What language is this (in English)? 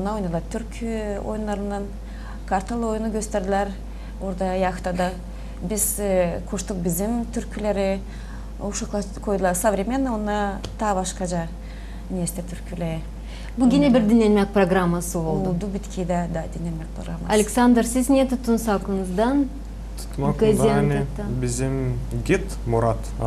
Gagauz